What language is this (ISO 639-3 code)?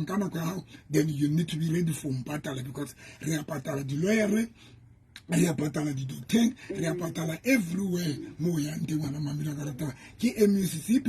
sot